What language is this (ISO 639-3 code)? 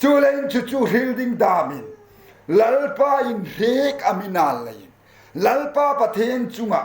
hmr